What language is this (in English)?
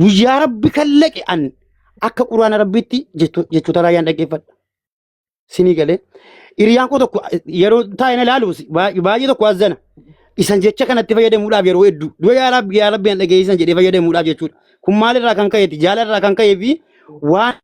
Oromo